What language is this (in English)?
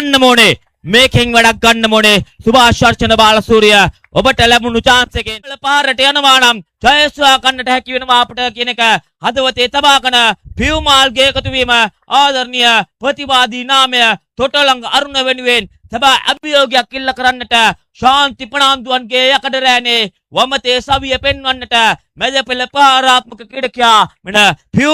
Sinhala